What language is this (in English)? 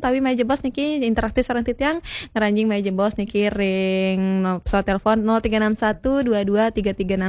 Balinese